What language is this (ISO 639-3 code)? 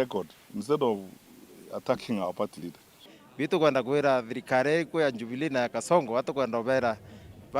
mer